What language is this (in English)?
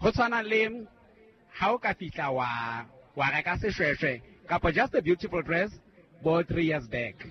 Southern Sotho